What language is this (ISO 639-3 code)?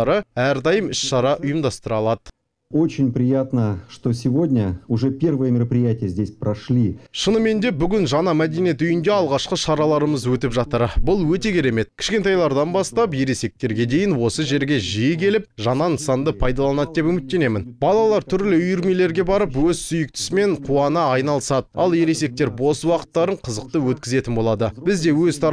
kaz